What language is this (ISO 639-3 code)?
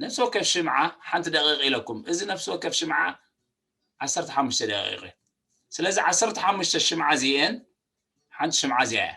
tir